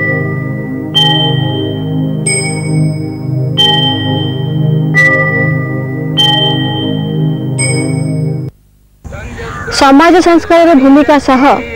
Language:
Odia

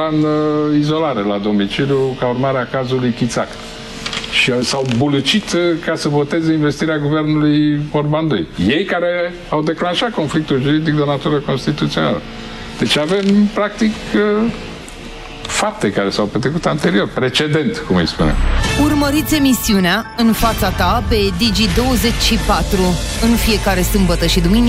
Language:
Romanian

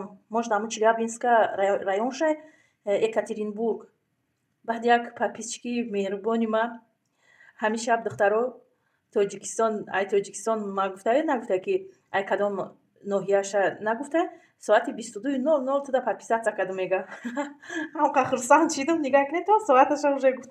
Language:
Tajik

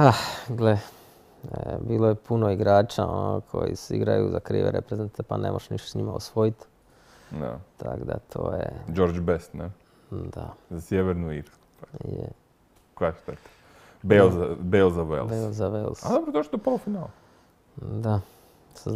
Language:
Croatian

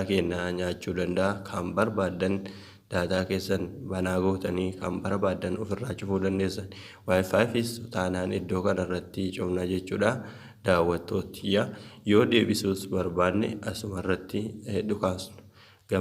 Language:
Oromo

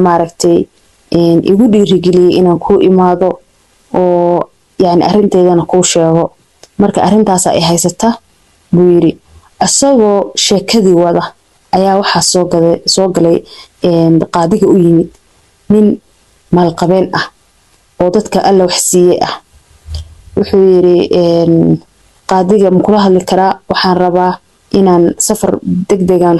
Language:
Somali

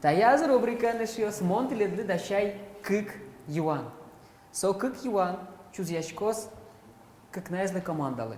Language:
Udmurt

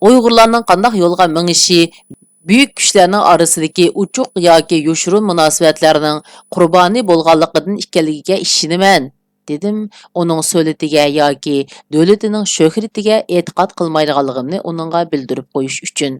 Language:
Uyghur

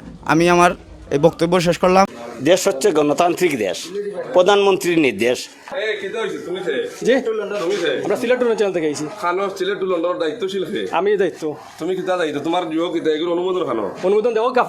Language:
Sylheti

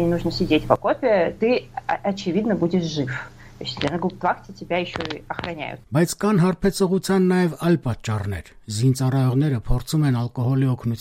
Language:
Armenian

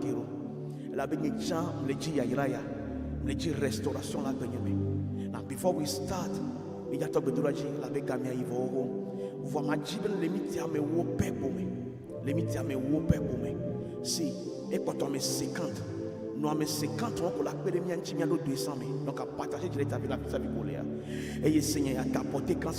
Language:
Ewe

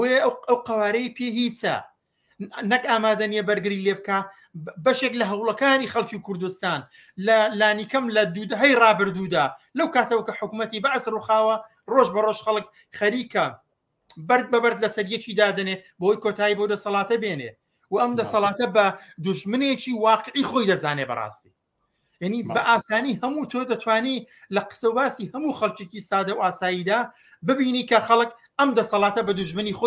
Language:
Central Kurdish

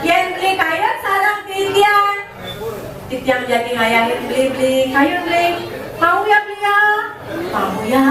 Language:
Balinese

